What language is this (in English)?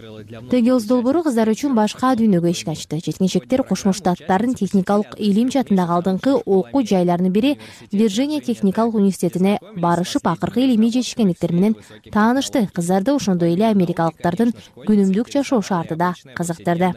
Kyrgyz